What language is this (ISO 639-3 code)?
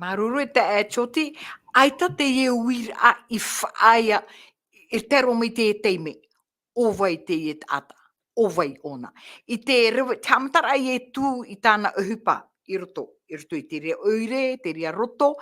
tah